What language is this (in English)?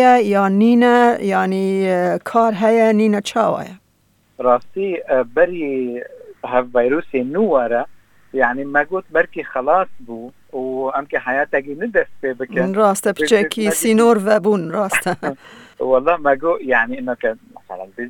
Kurdish